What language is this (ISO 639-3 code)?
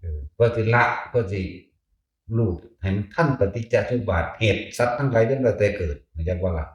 tts